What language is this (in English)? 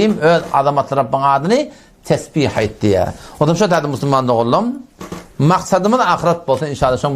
Turkmen